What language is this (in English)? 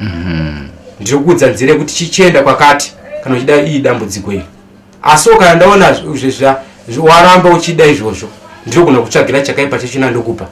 Shona